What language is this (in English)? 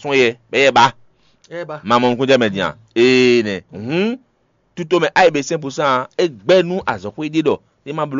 Fon